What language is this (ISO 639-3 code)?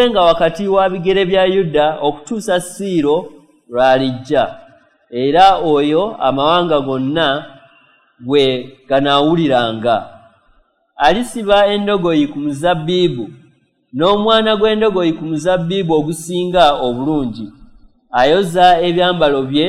lug